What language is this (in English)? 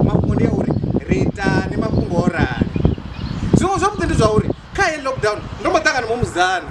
Venda